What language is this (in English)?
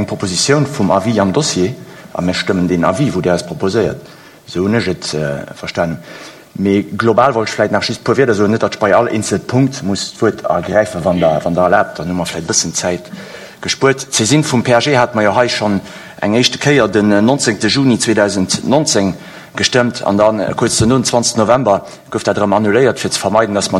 Luxembourgish